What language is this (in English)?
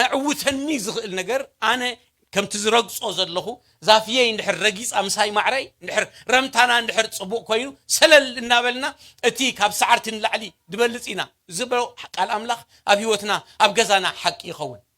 Tigrinya